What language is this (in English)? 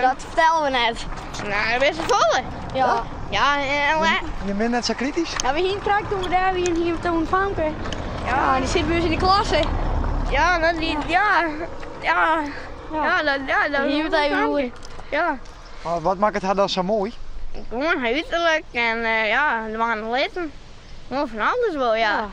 Western Frisian